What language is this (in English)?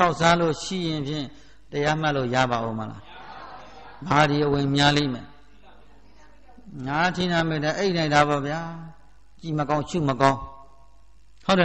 Burmese